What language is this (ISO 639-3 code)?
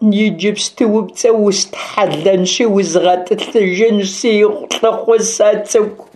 kbd